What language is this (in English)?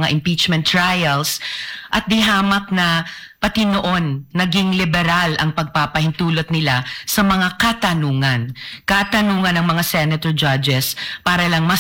Filipino